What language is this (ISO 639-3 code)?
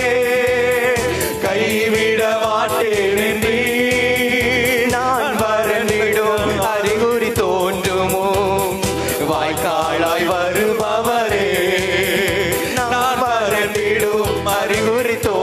tam